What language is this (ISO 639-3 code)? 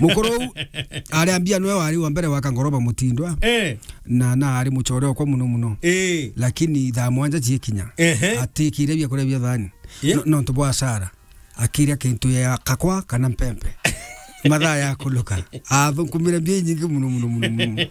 mer